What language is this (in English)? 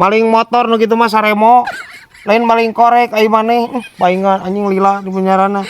Sundanese